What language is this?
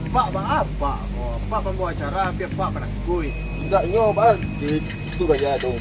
Minangkabau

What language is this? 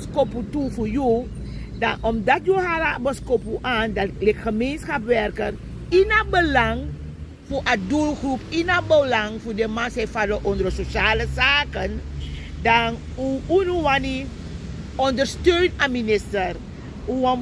Sranan Tongo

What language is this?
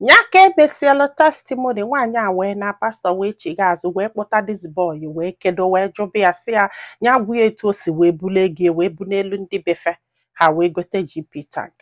Igbo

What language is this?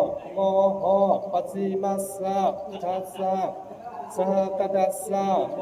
Pali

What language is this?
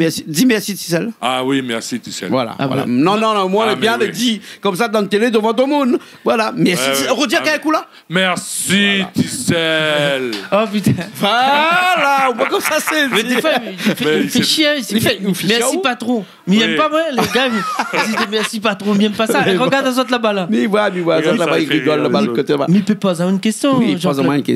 Réunion Creole French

